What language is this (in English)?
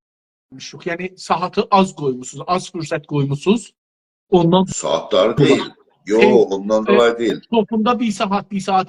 South Azerbaijani